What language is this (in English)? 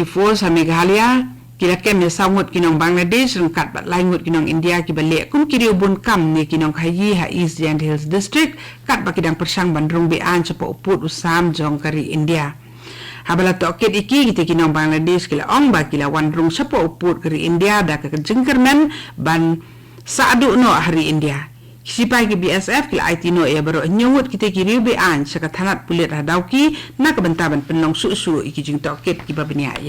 Khasi